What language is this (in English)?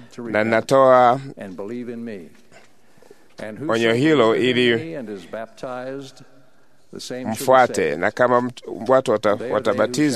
Swahili